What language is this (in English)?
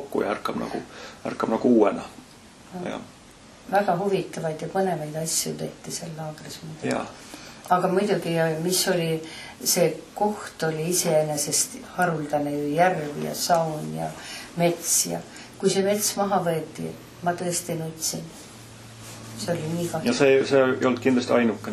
Estonian